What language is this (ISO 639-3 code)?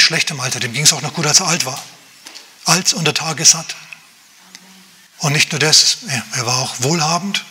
deu